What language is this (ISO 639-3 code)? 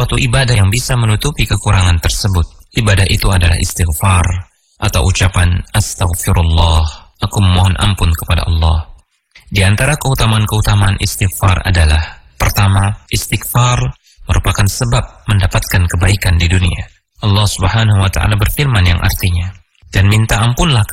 ind